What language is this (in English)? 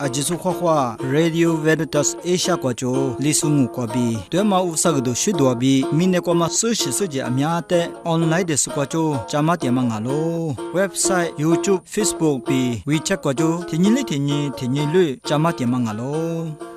Lisu